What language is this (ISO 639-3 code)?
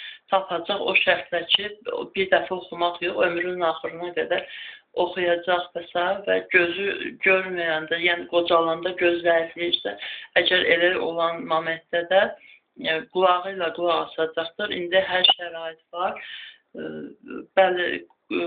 aze